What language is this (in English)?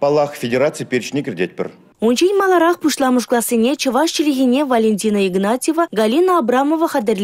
Chuvash